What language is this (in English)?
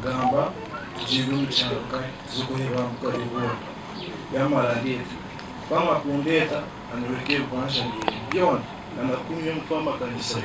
Nyankole